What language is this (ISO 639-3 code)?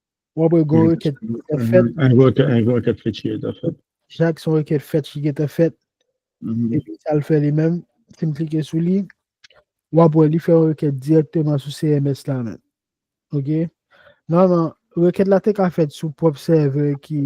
hat